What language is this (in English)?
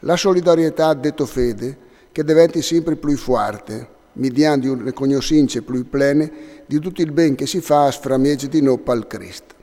Friulian